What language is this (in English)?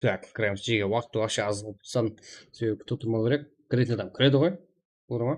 Kara-Kalpak